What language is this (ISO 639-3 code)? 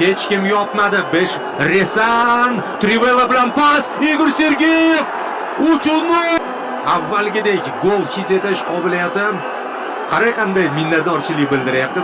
uzb